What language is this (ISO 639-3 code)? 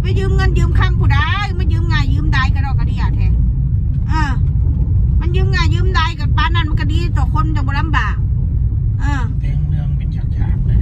tts